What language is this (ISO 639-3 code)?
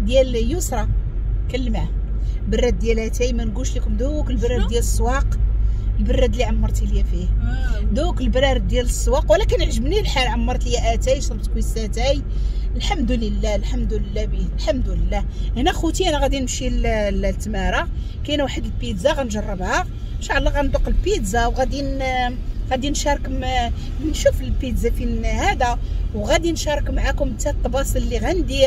ary